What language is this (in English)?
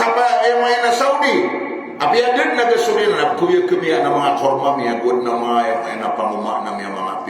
Maranao